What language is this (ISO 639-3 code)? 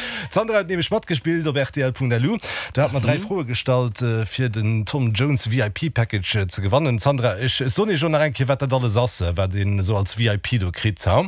ltz